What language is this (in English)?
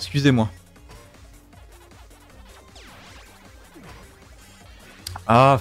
French